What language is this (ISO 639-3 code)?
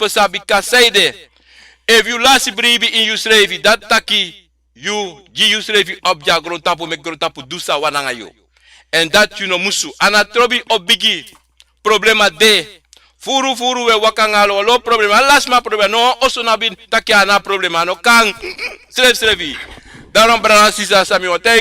srn